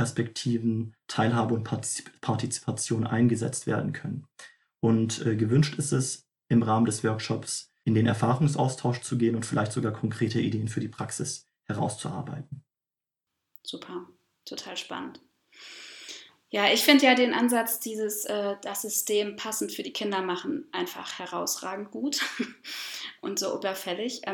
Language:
German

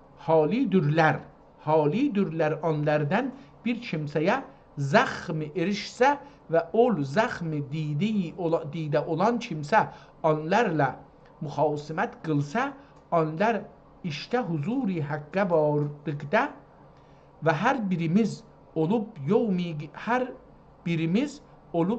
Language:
South Azerbaijani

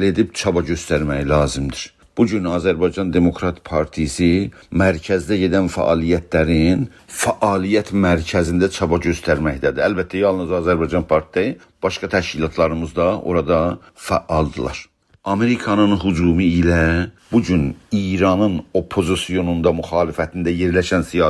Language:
South Azerbaijani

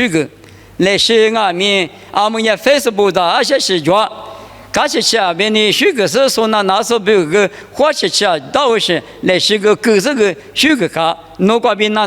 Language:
Lisu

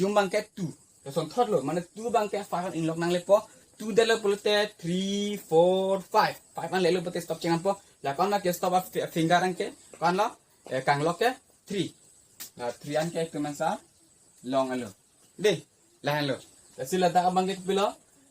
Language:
Karbi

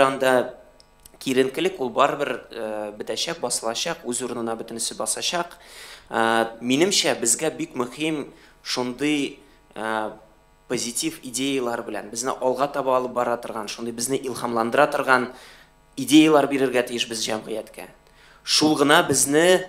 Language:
Tatar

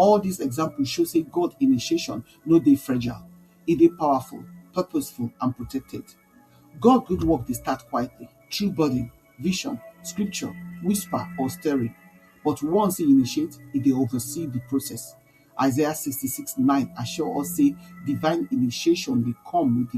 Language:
Nigerian Pidgin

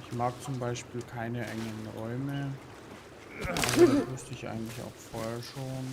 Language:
Bavarian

